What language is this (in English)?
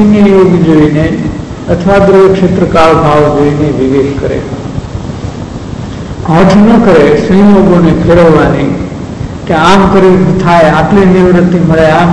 Gujarati